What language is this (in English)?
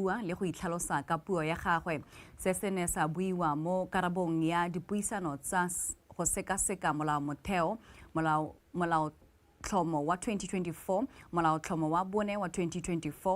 Tswana